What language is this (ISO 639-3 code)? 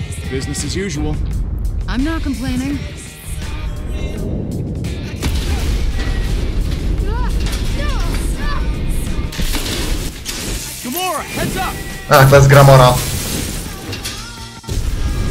pol